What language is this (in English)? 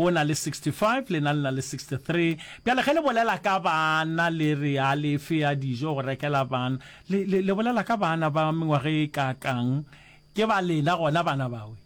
Northern Sotho